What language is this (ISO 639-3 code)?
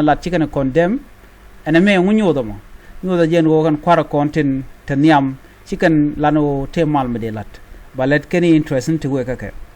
nus